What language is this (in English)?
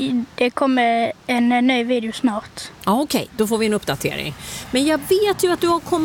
Swedish